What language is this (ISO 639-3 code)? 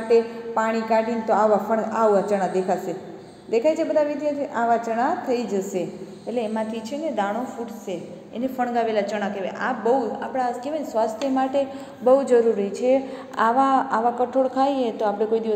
guj